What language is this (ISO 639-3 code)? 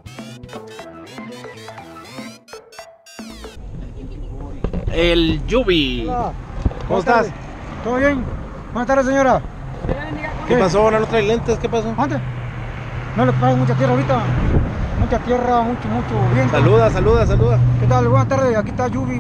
spa